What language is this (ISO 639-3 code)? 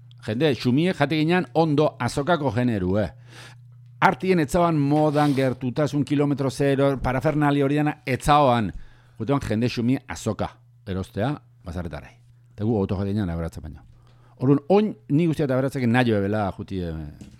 eus